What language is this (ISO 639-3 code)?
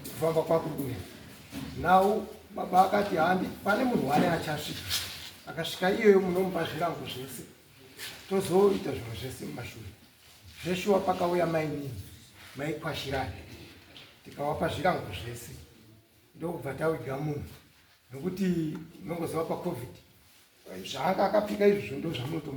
sna